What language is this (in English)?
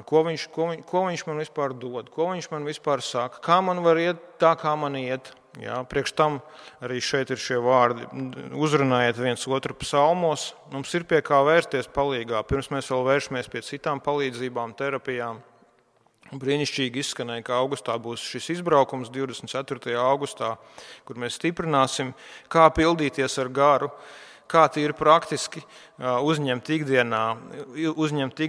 Latvian